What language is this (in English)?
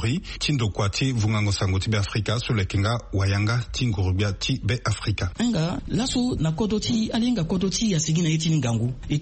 Sango